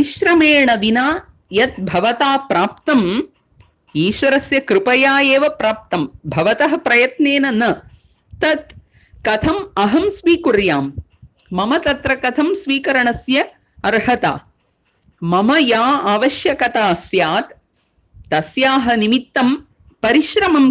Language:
Sanskrit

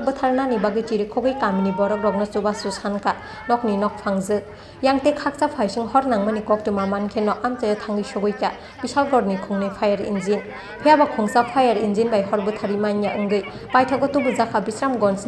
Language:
Kok Borok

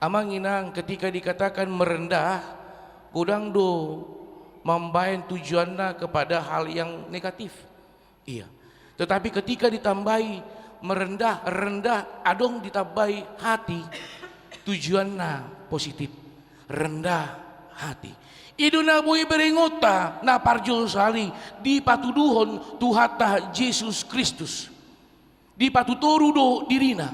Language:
Batak Toba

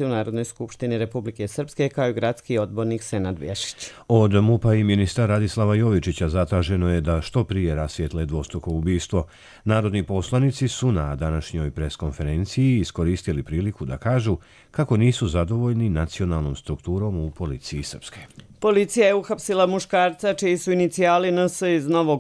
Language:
Croatian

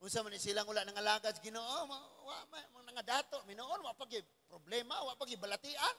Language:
Cebuano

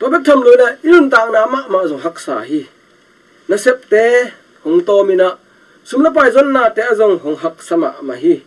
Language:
Tedim Chin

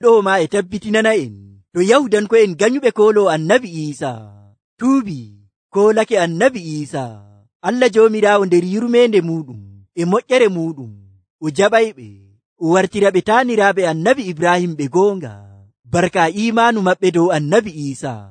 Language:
Nigerian Fulfulde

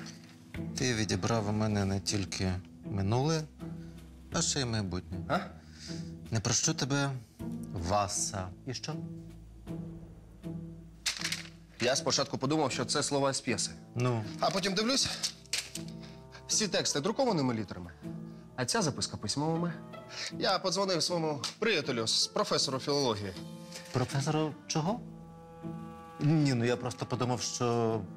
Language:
Ukrainian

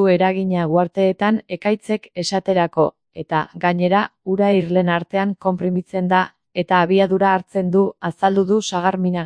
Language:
Basque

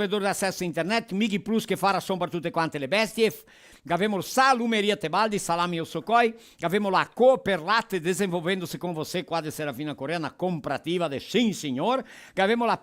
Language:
Venetian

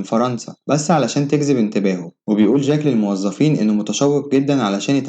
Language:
Egyptian Arabic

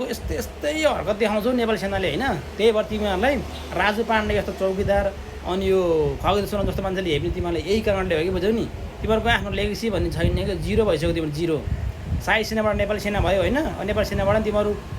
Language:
Nepali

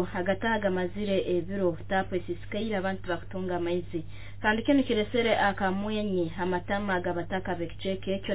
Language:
Nyoro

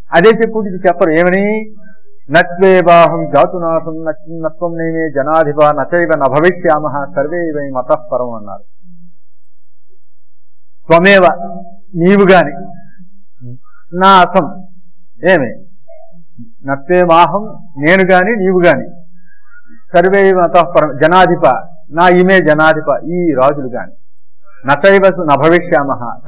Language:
Telugu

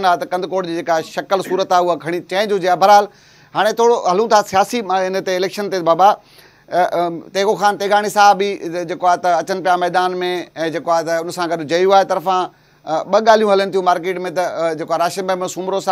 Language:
Sindhi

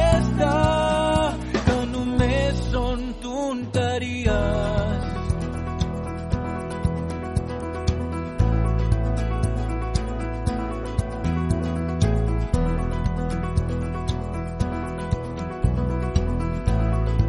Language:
Catalan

